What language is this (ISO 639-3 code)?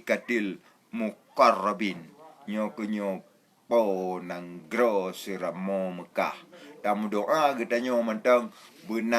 ace